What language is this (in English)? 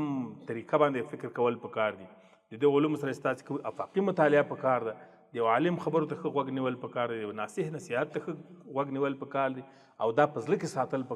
Pashto